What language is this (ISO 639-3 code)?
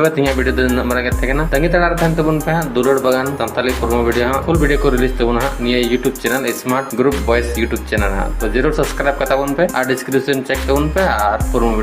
sat